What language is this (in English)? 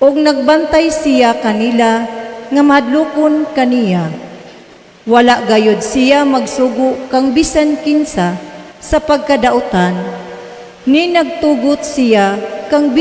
Cebuano